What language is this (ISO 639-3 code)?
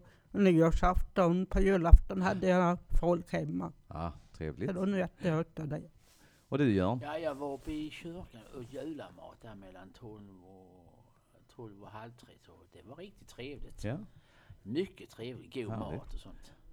swe